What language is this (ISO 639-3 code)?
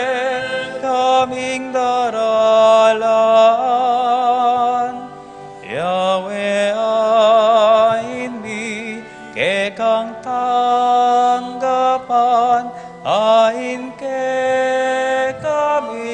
pam